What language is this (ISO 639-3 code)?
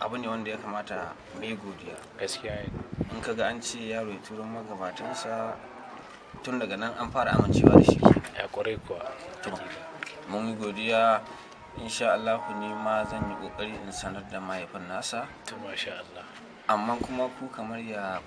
hau